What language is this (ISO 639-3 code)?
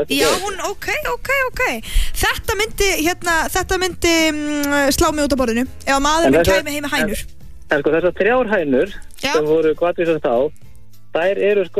isl